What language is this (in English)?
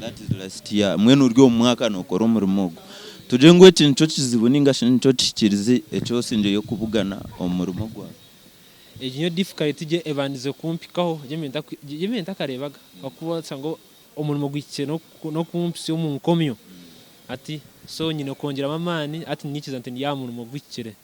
Nyankole